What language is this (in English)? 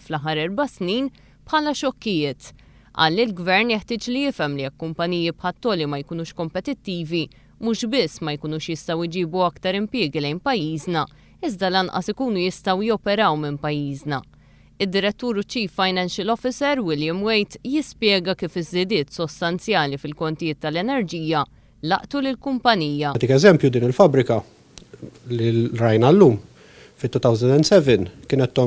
Maltese